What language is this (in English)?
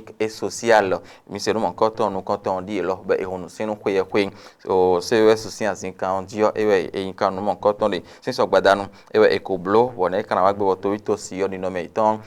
Fon